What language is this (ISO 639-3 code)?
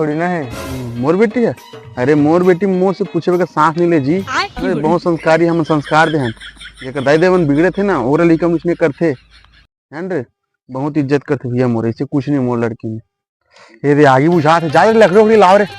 hne